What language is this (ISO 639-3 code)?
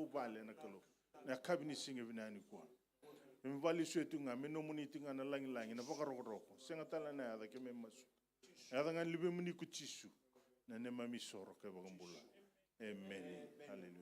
fij